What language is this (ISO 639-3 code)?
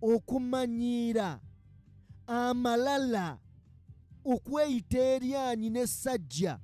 lug